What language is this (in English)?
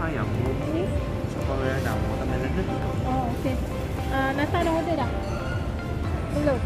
Malay